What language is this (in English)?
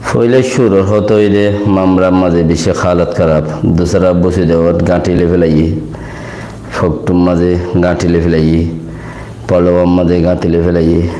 Rohingya